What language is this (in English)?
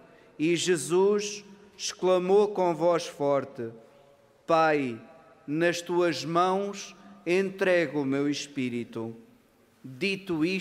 Portuguese